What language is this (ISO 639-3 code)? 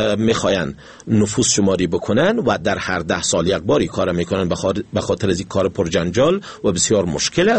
fas